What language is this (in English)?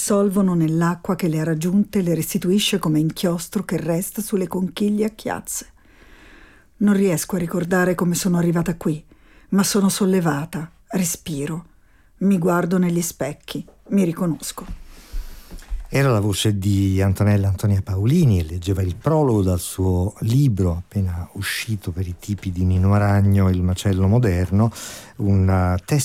Italian